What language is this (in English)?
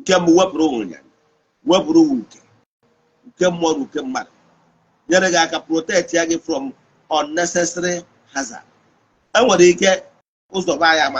Igbo